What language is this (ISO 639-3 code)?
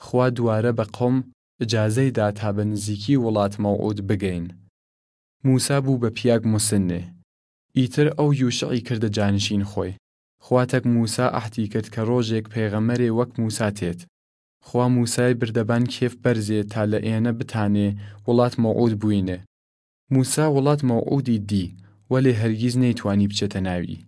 sdh